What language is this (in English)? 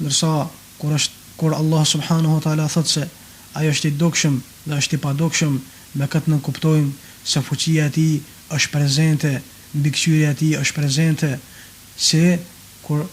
Albanian